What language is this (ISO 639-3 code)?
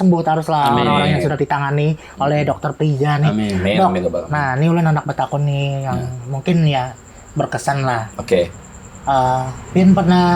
bjn